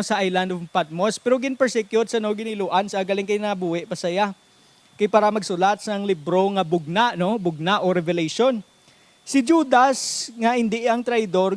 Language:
Hiligaynon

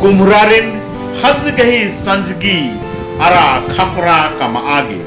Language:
Kurukh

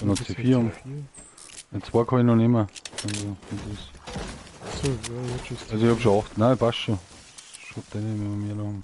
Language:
Bavarian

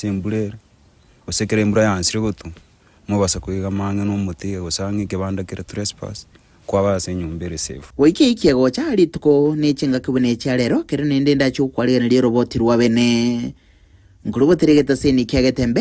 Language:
Gusii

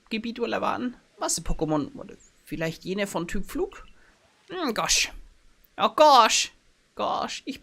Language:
Bavarian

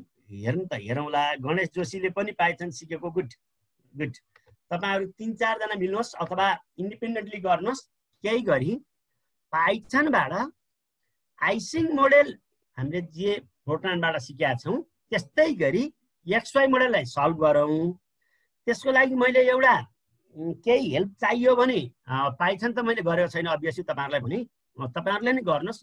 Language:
Nepali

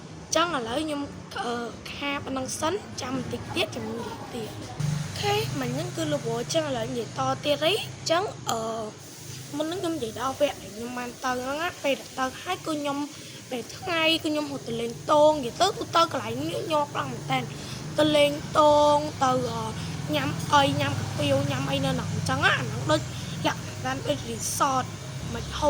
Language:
Khmer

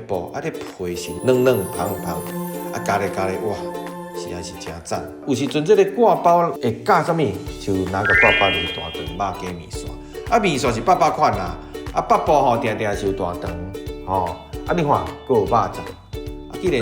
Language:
Min Nan Chinese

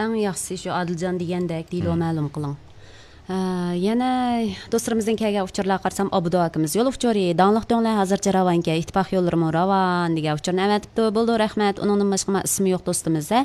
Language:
Uyghur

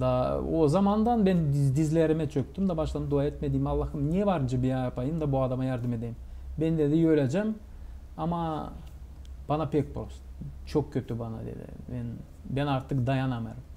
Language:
Gagauz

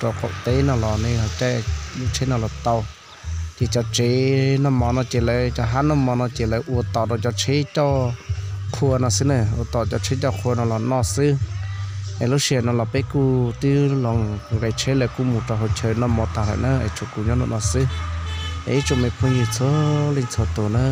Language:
Hmong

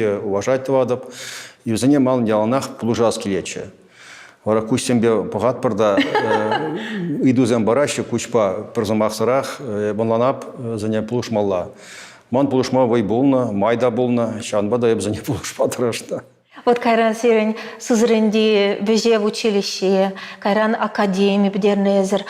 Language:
Chuvash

